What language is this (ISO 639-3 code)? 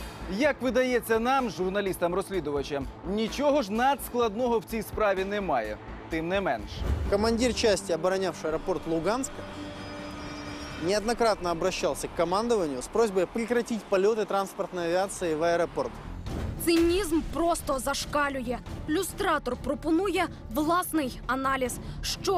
ukr